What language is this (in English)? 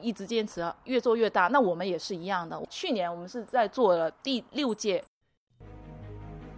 Chinese